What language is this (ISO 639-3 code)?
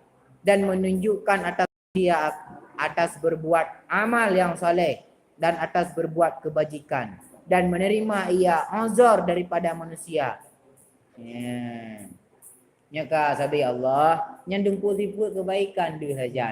ace